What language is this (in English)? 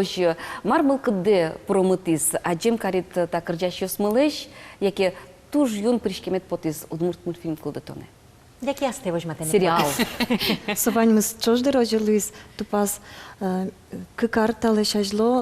Udmurt